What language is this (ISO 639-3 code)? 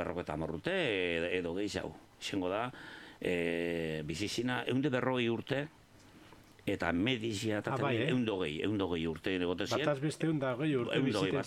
eus